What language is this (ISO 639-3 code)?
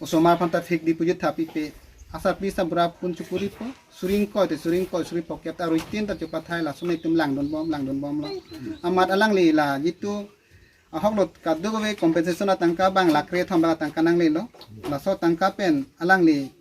mjw